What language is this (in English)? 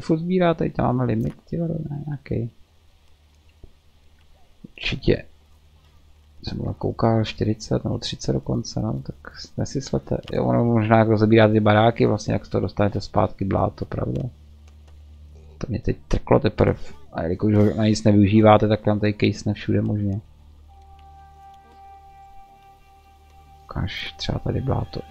Czech